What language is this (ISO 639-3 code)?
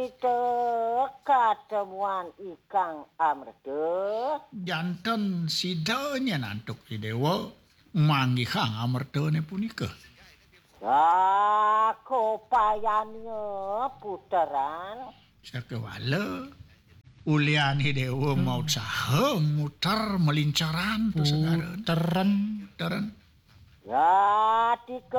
ban